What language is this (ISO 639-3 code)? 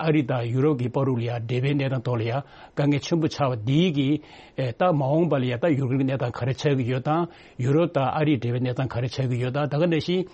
bod